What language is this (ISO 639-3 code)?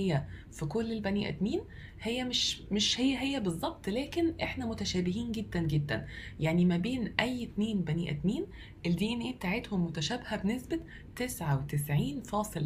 arz